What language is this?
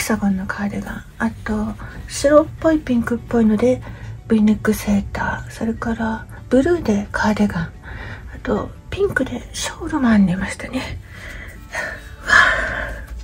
Japanese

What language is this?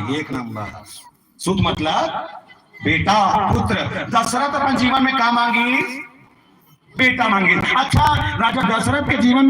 Chhattisgarhi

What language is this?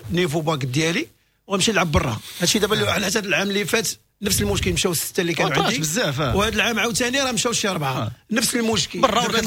Moroccan Arabic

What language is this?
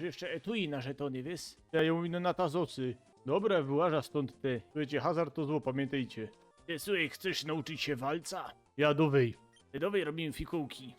Silesian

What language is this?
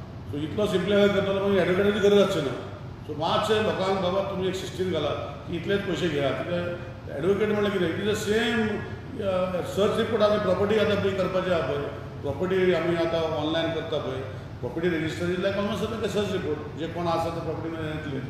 Konkani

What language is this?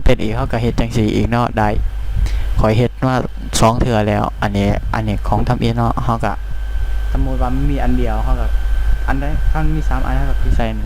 Lao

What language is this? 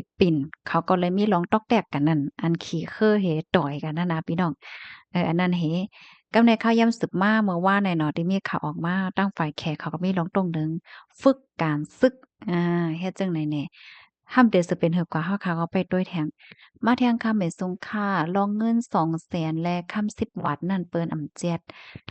Shan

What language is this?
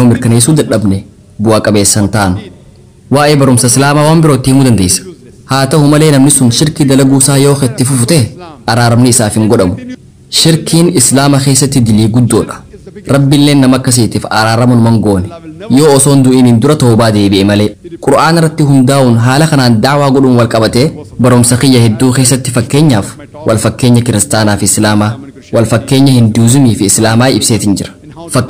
Oromo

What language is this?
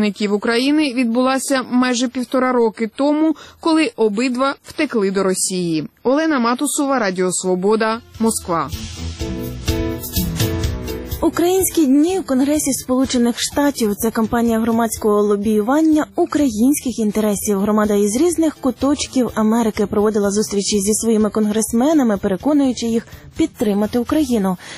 Ukrainian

